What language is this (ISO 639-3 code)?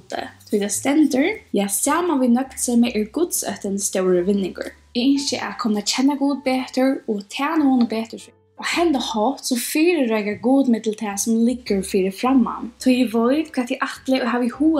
fao